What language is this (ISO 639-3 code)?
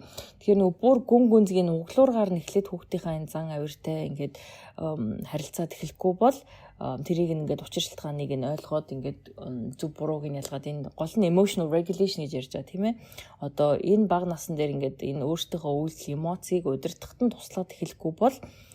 mon